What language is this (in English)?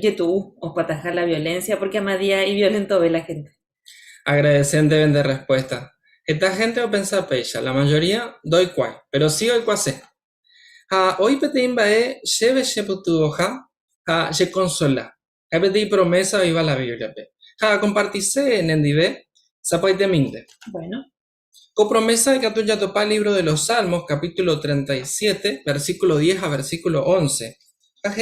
Guarani